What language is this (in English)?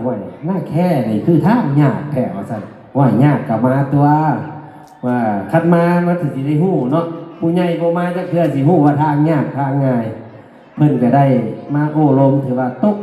Lao